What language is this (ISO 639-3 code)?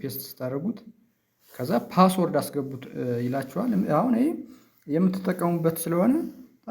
amh